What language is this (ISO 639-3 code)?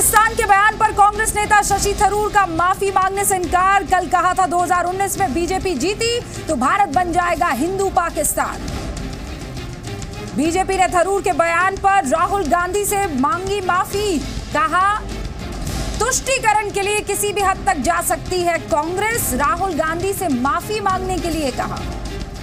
hin